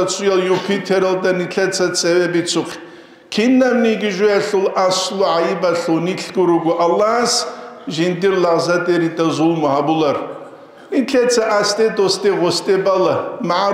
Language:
Avaric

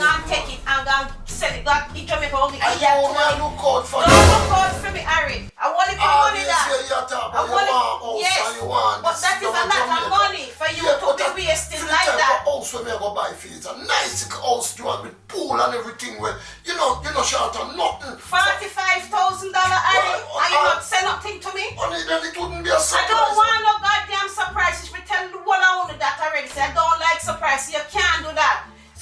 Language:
Jamaican Creole English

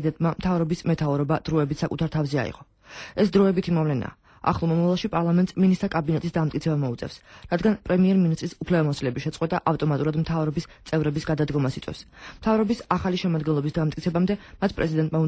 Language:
Georgian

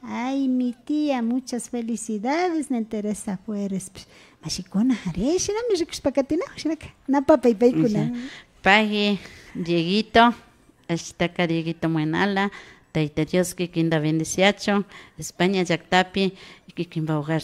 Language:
Imbabura Highland Quichua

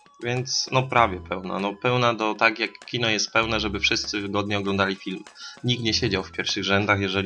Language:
Polish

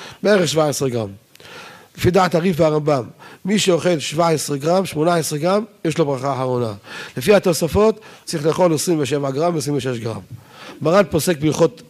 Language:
Hebrew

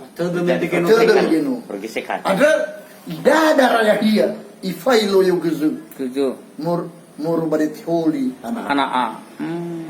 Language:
Nias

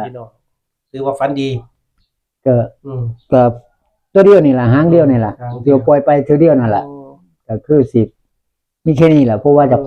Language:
Northeastern Thai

